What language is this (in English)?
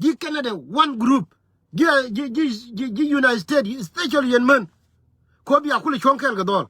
Nuer